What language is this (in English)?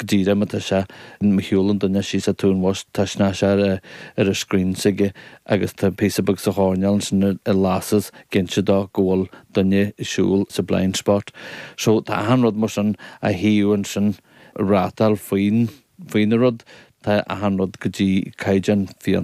Irish